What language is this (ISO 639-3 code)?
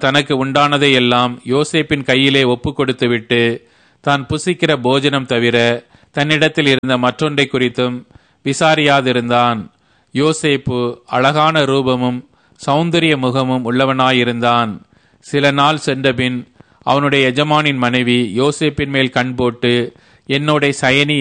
tam